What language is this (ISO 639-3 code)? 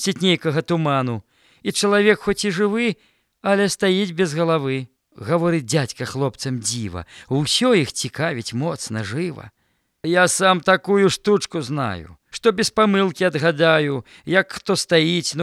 bel